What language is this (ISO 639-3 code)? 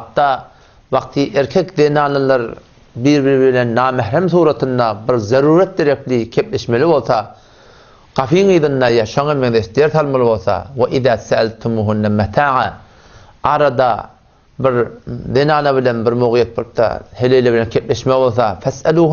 tuk